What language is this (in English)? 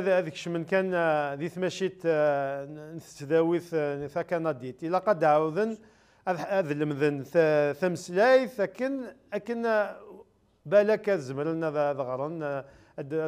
Kabyle